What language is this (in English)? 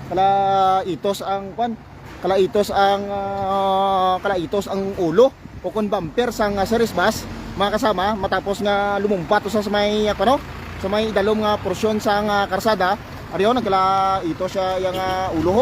Hiligaynon